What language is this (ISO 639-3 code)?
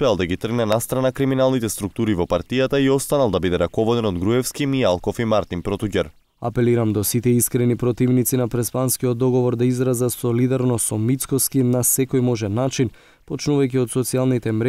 mkd